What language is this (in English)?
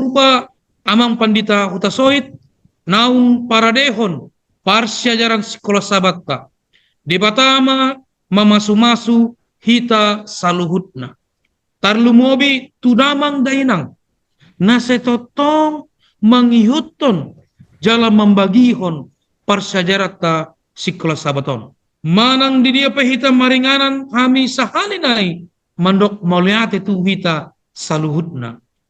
Batak Toba